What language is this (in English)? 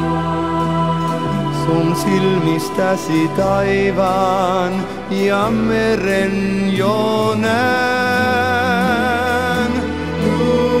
Finnish